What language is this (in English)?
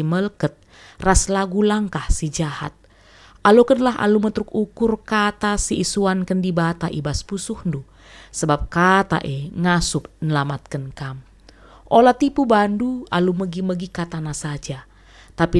Batak Karo